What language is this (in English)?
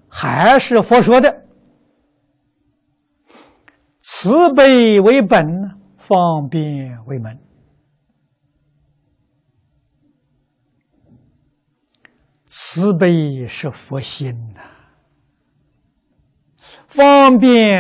Chinese